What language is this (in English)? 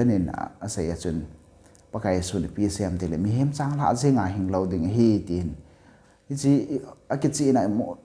Thado Chin